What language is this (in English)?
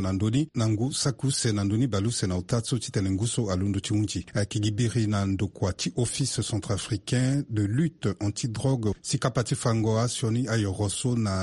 Sango